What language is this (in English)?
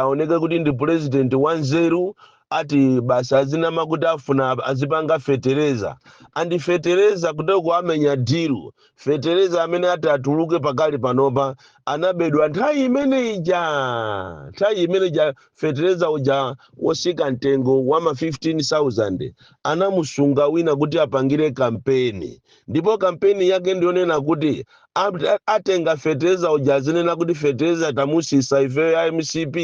Nyanja